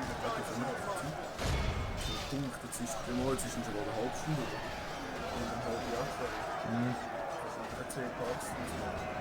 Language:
Swiss German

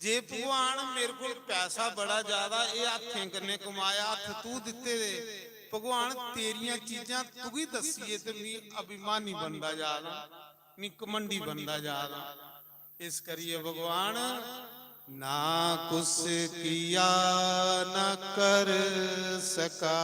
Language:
Dogri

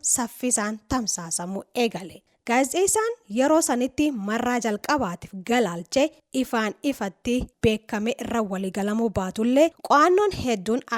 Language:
Oromo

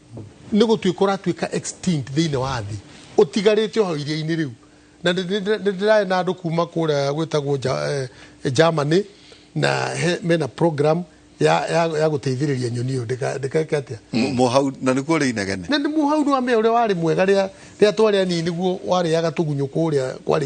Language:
Kikuyu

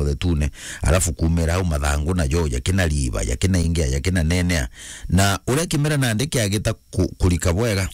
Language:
Meru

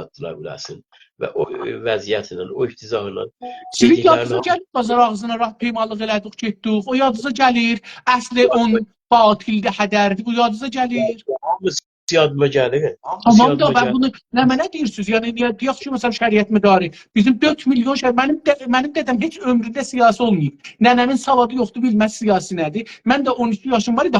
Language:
South Azerbaijani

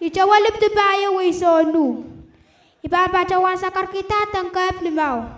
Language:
Pohnpeian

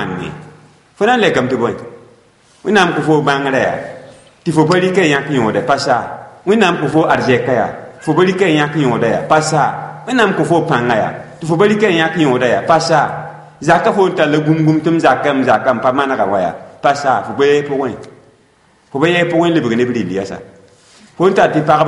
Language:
Mossi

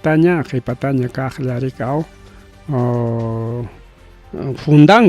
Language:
Ayacucho Quechua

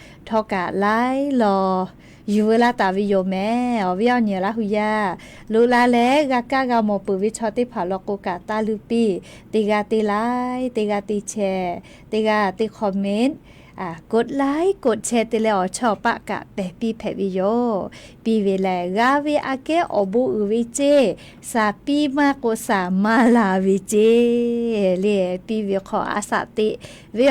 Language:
Lahu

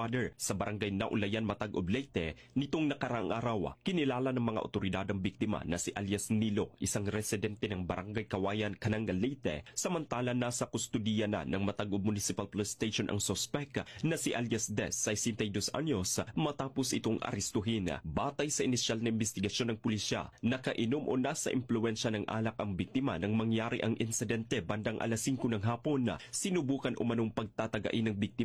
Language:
Filipino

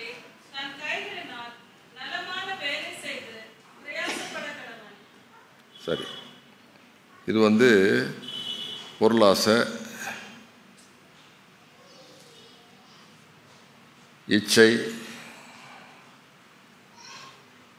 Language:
Tamil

